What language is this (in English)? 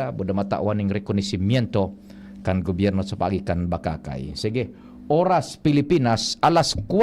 Bikol